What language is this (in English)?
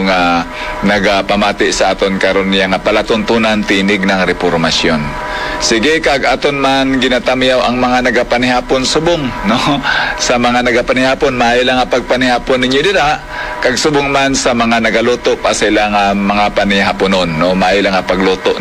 Hiligaynon